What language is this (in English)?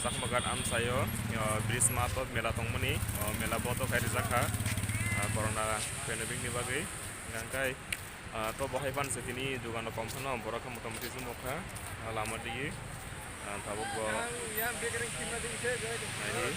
Kok Borok